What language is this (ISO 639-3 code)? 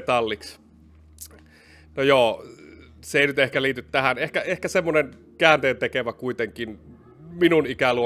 fin